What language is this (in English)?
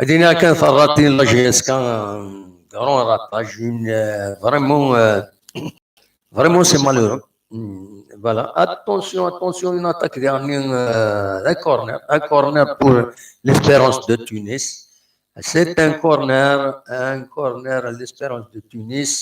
Kabyle